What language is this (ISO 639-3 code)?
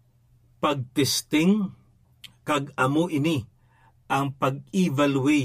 hil